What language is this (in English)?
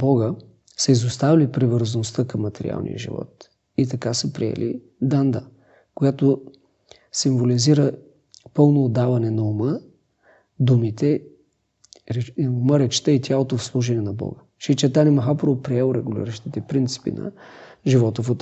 Bulgarian